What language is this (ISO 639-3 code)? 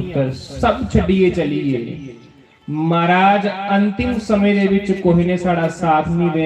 doi